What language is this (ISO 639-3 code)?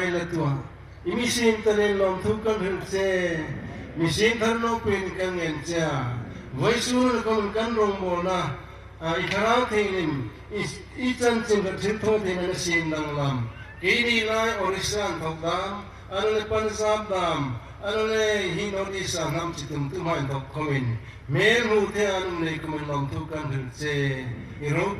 hmr